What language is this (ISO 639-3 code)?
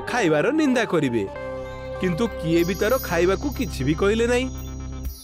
ori